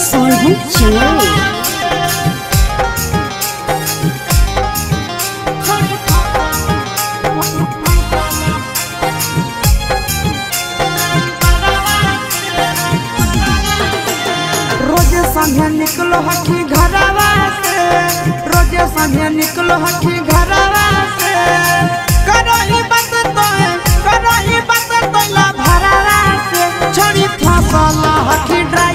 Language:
Bhojpuri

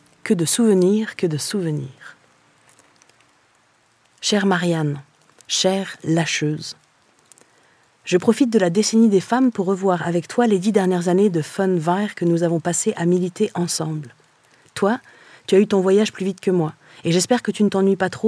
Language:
French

